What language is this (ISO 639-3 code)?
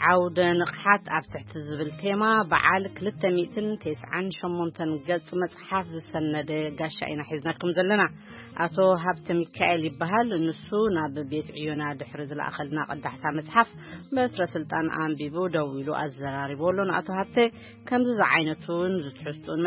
tir